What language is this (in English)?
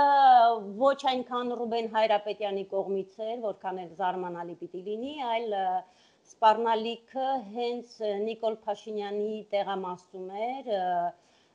Armenian